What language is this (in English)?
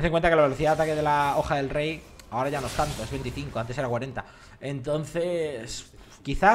Spanish